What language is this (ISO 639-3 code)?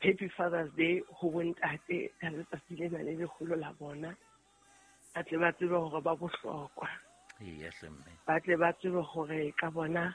sot